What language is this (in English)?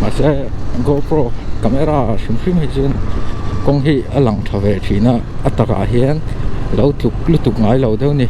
Mizo